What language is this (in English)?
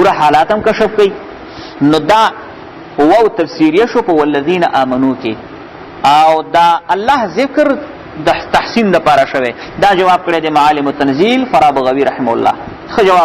Pashto